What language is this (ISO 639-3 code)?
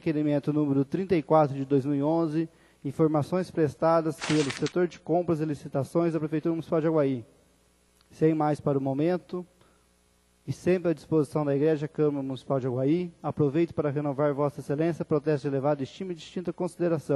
por